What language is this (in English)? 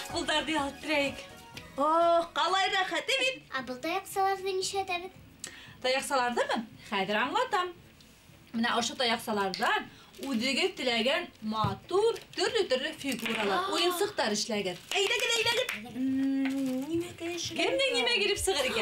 Bashkir